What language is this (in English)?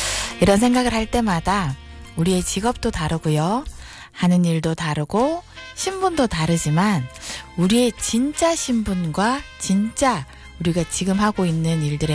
Korean